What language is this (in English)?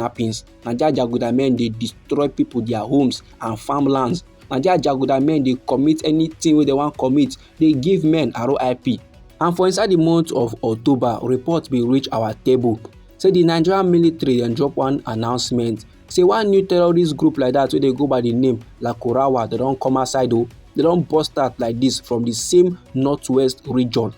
Nigerian Pidgin